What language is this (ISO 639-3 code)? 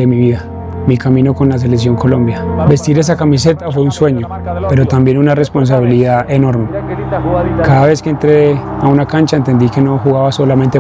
spa